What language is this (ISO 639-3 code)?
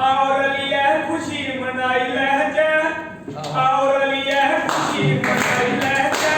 doi